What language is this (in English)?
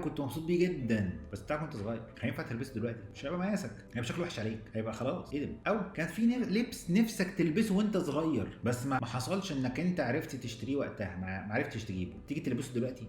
Egyptian Arabic